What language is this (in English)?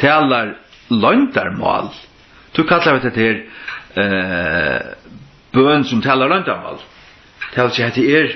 Faroese